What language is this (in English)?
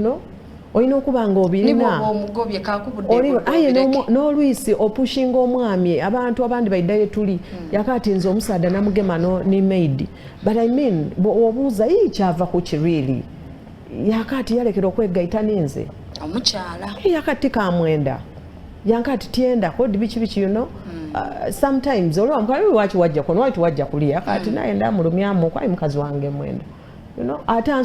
Soga